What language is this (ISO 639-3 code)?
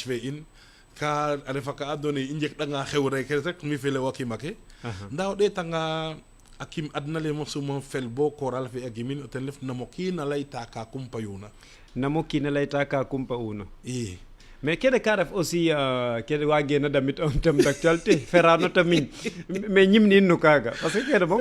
srr